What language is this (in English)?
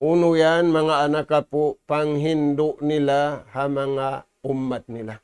Tausug